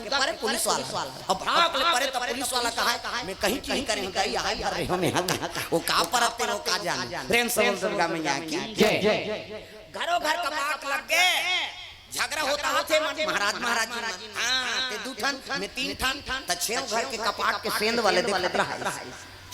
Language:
Chhattisgarhi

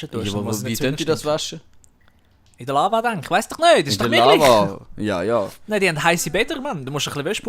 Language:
Swiss German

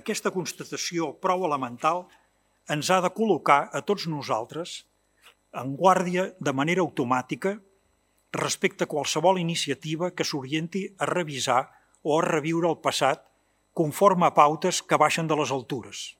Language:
Catalan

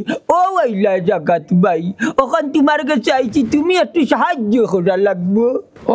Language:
Sylheti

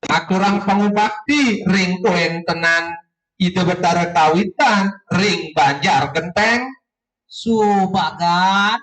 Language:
Balinese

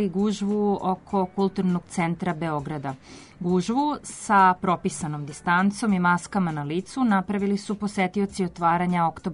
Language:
Serbian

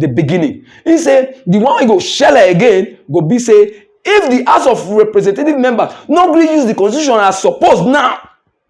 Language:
Nigerian Pidgin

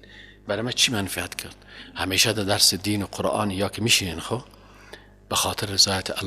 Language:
Persian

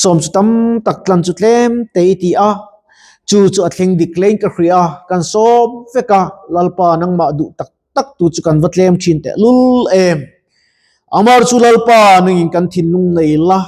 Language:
Mizo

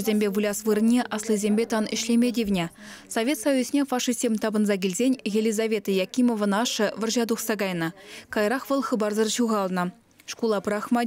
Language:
Chuvash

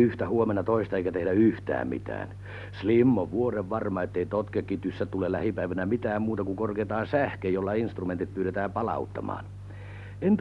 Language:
Finnish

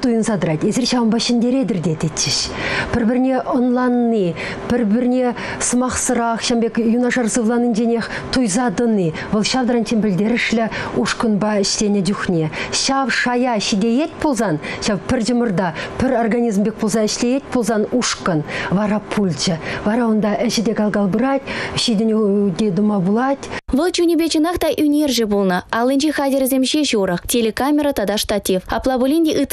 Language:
Chuvash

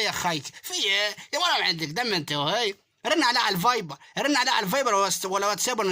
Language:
Egyptian Arabic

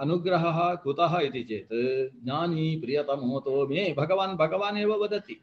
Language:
Sanskrit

